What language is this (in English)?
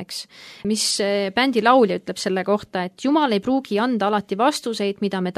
Estonian